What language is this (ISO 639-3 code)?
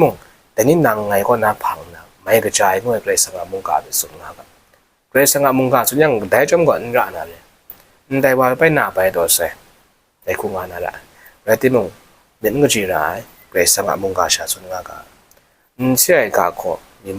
kac